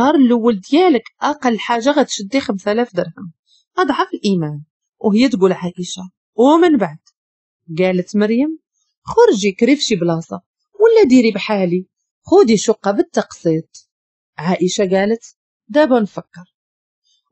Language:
Moroccan Arabic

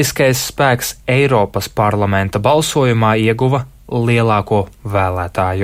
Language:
Latvian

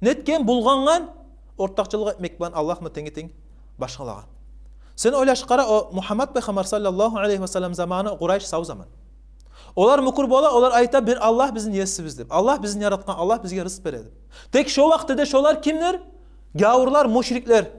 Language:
Kumyk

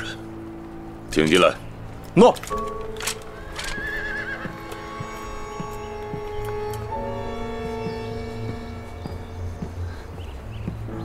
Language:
Chinese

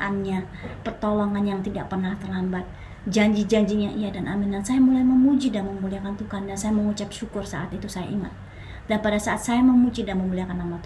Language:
Indonesian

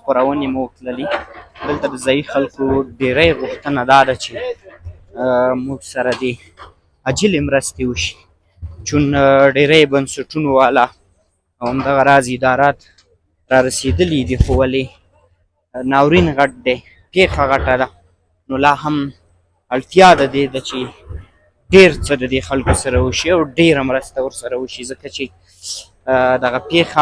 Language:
Pashto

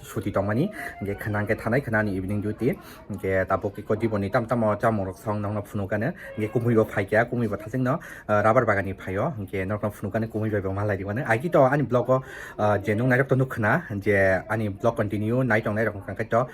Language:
Kok Borok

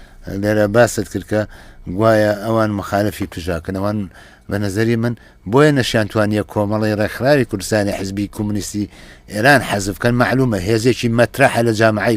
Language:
Central Kurdish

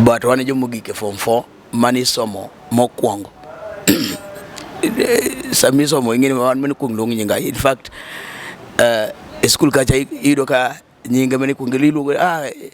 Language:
Luo (Kenya and Tanzania)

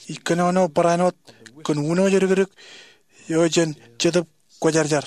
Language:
Marshallese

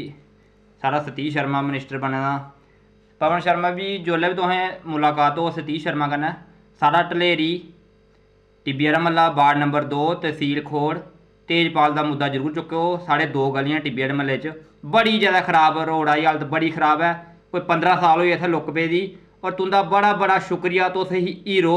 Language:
Dogri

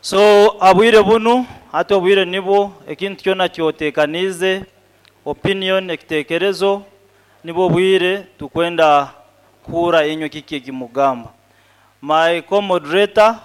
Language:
Nyoro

